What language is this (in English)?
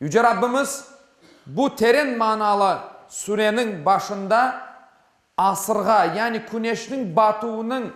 Crimean Tatar